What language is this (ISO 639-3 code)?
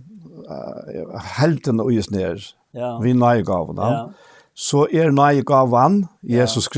fao